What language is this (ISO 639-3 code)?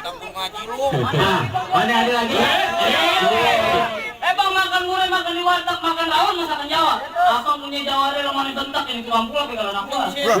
bew